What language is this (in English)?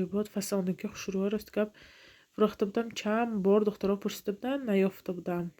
Tajik